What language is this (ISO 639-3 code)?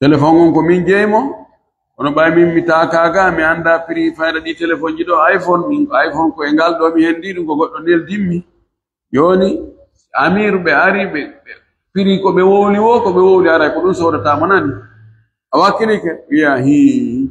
fuf